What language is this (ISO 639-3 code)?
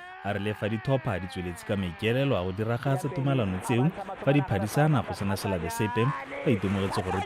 tsn